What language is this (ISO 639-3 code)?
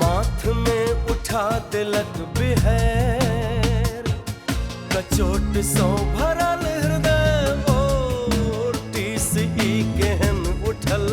mai